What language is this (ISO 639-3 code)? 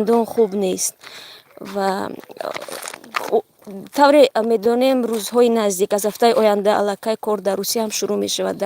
tgk